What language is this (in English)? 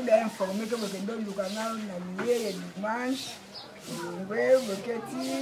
Lingala